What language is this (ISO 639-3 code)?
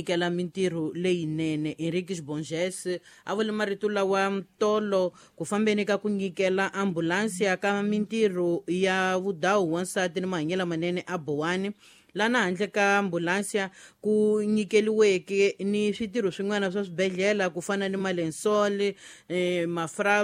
tso